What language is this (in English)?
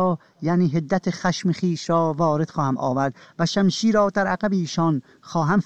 Persian